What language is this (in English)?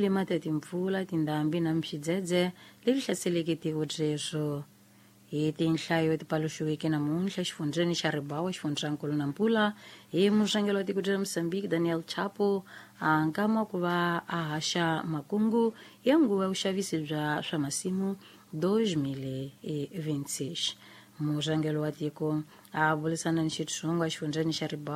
Tsonga